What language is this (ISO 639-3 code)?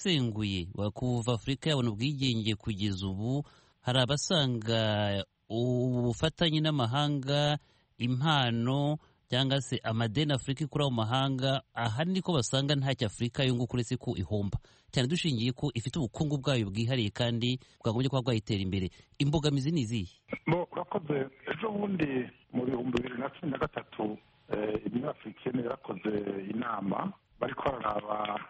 kin